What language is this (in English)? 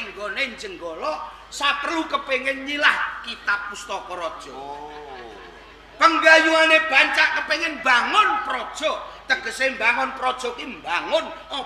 Javanese